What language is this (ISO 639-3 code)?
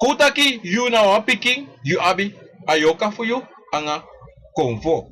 srn